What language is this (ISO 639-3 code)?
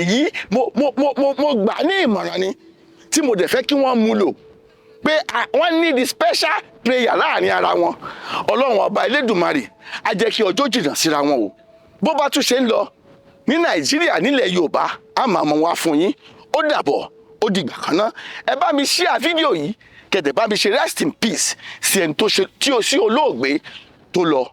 yor